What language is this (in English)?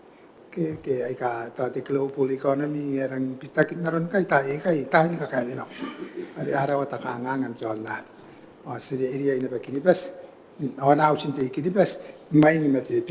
Gilbertese